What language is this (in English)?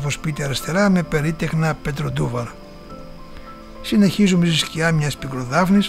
Greek